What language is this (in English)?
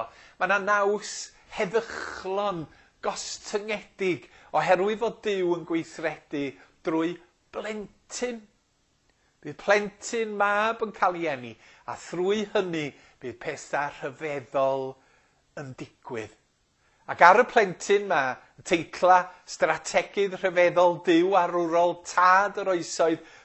Welsh